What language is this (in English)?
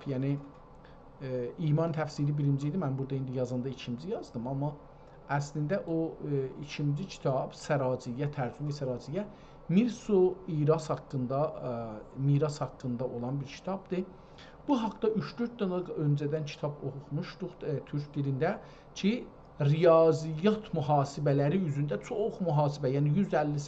South Azerbaijani